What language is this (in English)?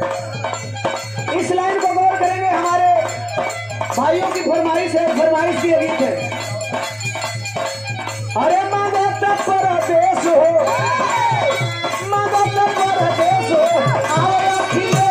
Bhojpuri